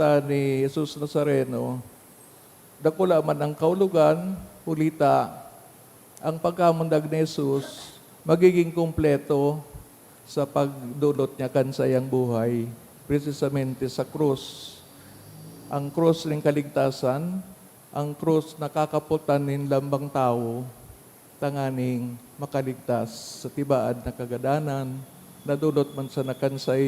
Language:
Bikol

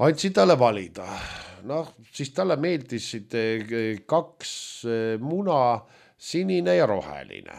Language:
Estonian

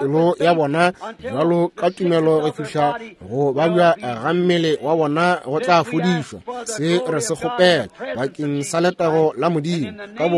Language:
Northern Sotho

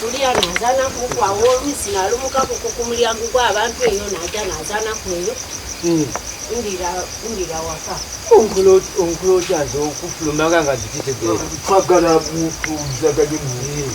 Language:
Ganda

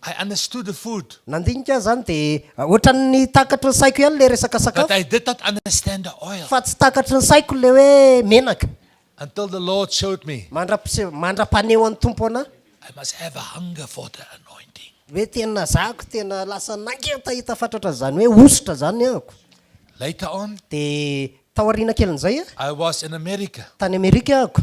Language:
Malagasy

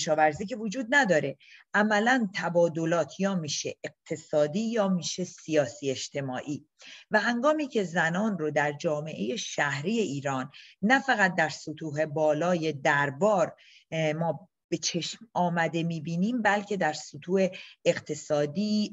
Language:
Persian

